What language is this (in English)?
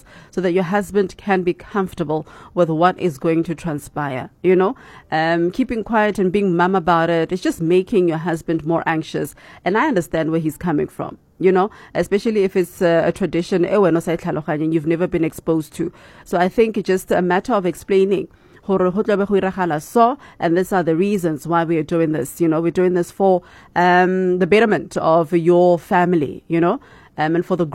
English